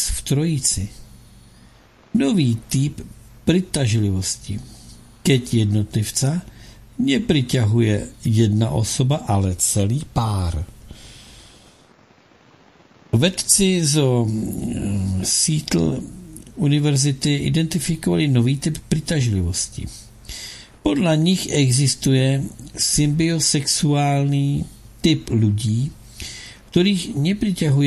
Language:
Czech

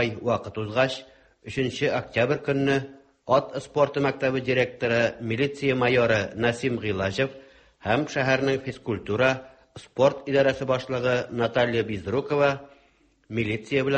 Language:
Tatar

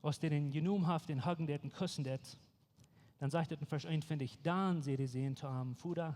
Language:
Plautdietsch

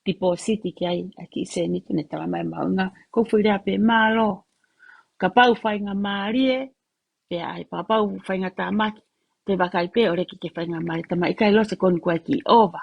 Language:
Tongan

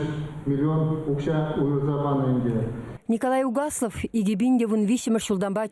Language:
Chuvash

